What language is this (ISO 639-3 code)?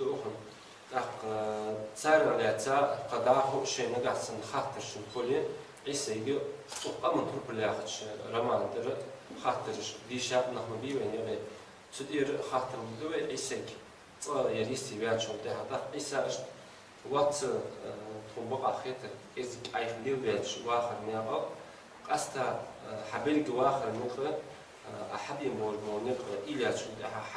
inh